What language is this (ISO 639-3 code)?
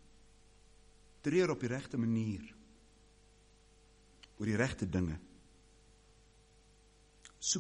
afr